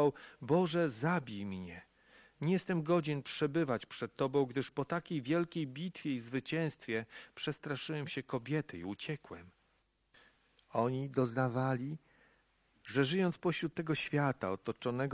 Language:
Polish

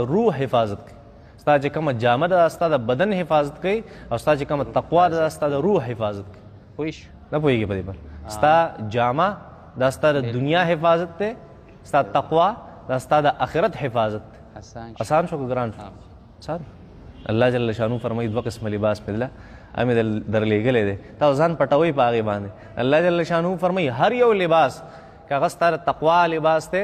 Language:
Pashto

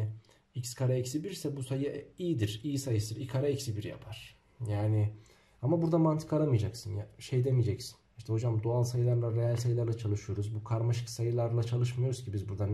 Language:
Turkish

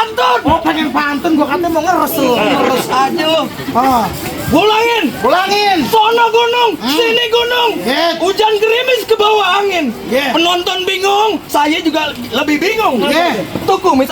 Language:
Betawi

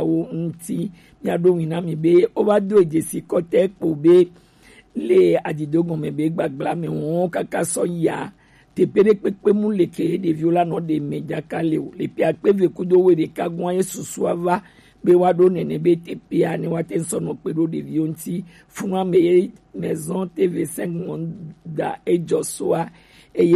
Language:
Gen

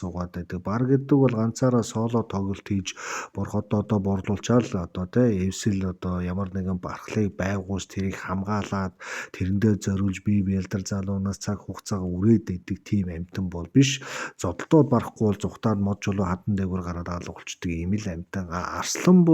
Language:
Mongolian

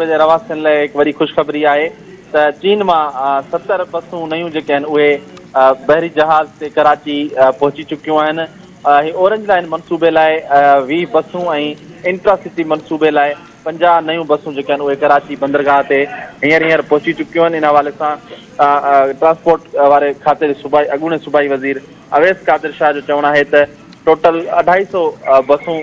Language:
Sindhi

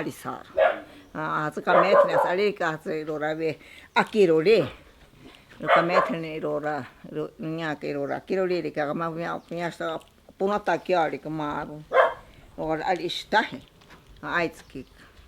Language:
Ashéninka Perené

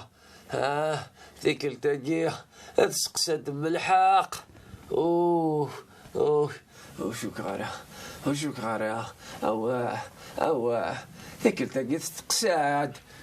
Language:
Kabyle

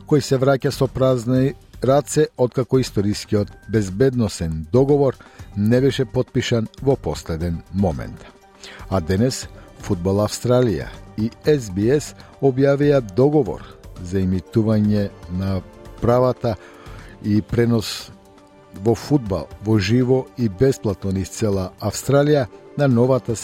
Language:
Macedonian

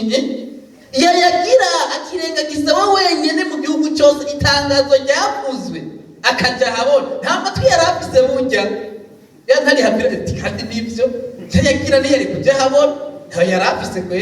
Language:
Rundi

